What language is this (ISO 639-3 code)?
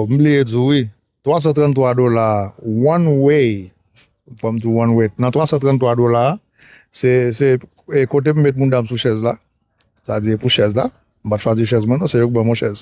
hat